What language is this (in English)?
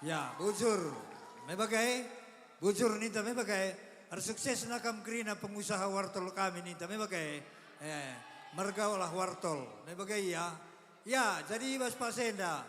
Batak Karo